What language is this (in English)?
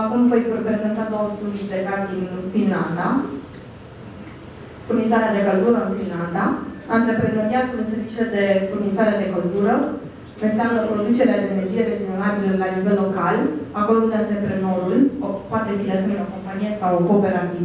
Romanian